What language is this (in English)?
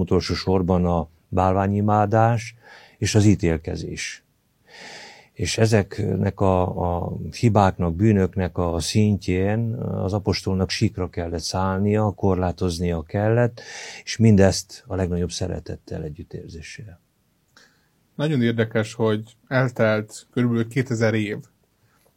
Hungarian